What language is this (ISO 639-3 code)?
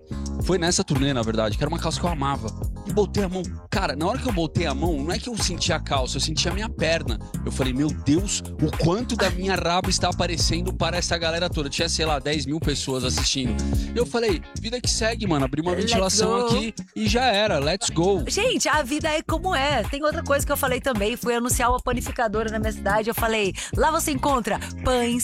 por